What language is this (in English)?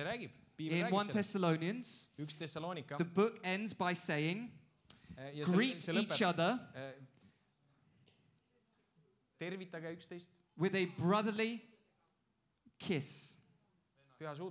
Estonian